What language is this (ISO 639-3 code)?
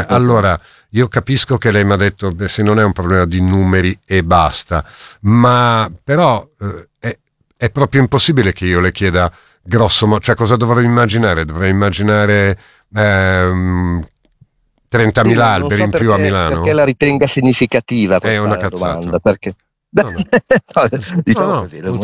ita